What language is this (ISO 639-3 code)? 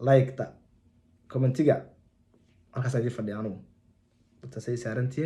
som